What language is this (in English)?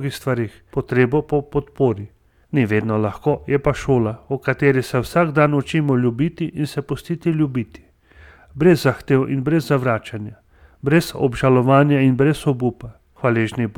Slovenian